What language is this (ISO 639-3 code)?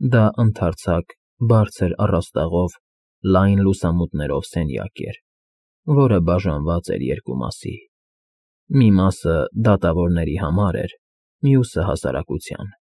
hye